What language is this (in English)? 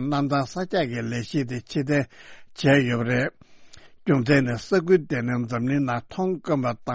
Tibetan